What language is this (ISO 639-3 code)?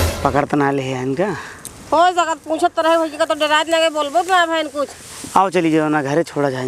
awa